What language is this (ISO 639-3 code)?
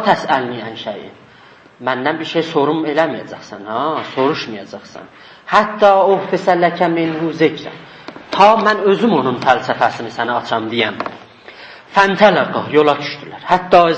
azb